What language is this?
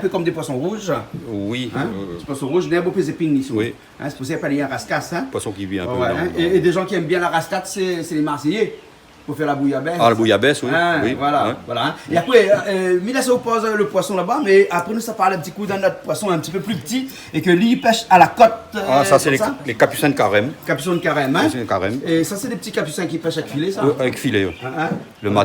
Réunion Creole French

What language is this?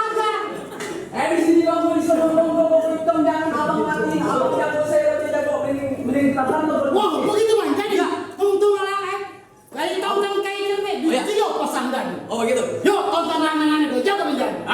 Betawi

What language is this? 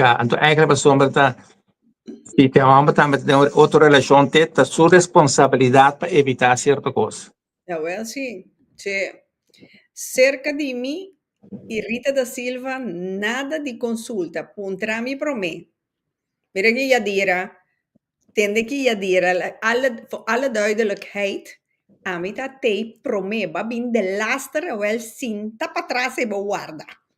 Papiamento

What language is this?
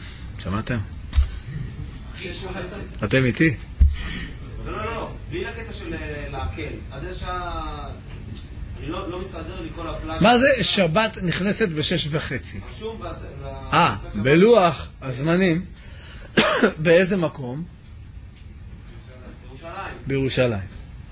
Hebrew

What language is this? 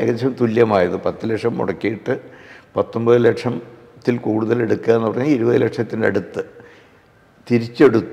Malayalam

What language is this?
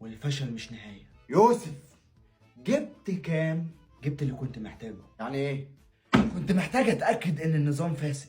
Egyptian Arabic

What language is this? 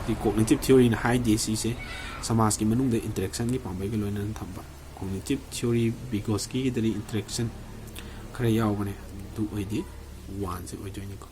Manipuri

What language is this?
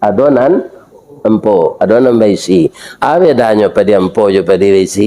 Minangkabau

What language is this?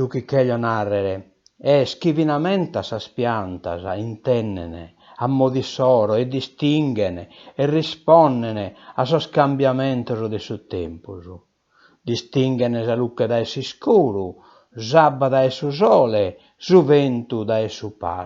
Sardinian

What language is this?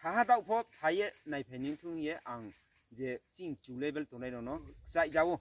Riang (India)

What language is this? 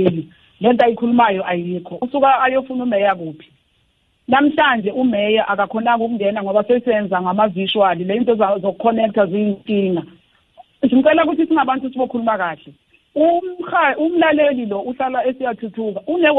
South Ndebele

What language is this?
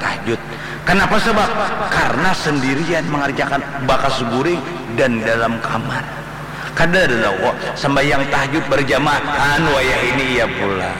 Banjar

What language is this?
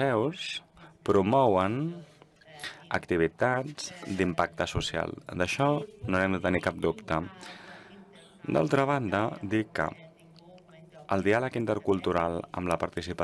Catalan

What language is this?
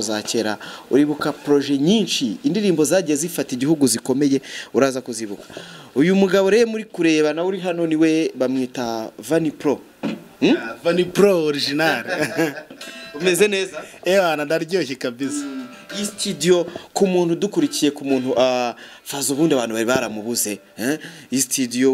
Kinyarwanda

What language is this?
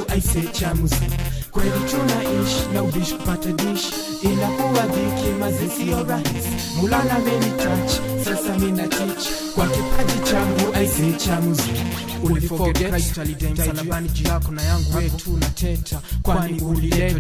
Swahili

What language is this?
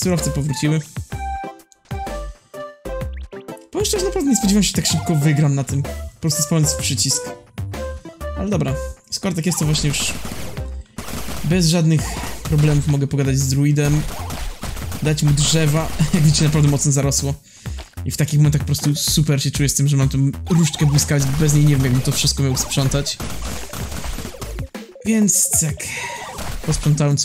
Polish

